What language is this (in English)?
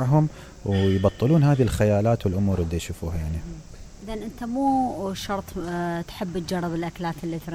Mesopotamian Arabic